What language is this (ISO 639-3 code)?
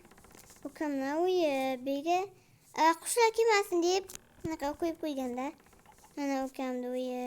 uzb